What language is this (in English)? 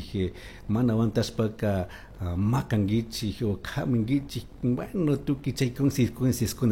Chimborazo Highland Quichua